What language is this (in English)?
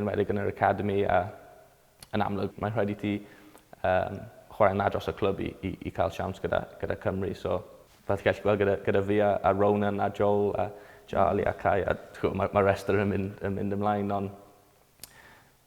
Welsh